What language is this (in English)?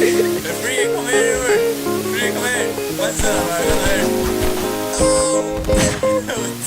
Faroese